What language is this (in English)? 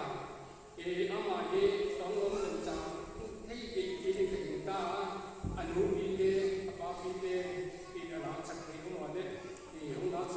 Paite Chin